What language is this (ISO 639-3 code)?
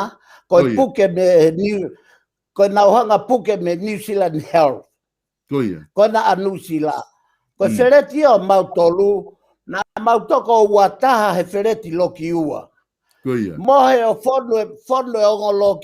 ton